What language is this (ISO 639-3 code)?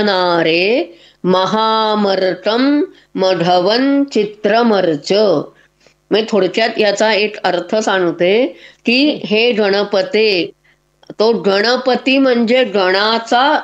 mar